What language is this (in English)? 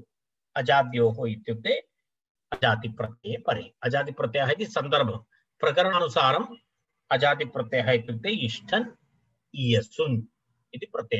Sanskrit